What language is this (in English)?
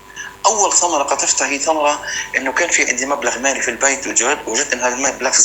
North Levantine Arabic